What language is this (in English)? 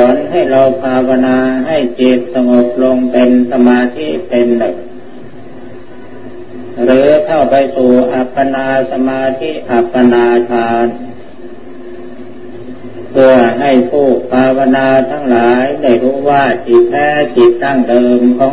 Thai